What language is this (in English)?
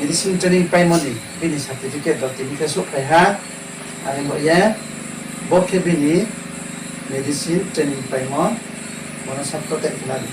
Riang (India)